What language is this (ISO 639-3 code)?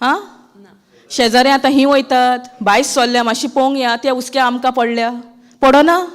kok